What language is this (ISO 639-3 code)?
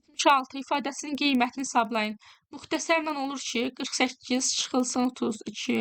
aze